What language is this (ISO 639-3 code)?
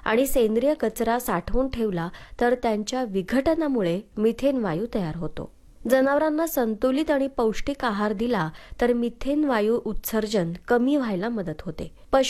mar